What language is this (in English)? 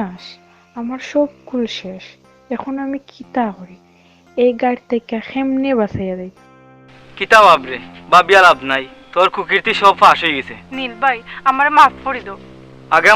Sylheti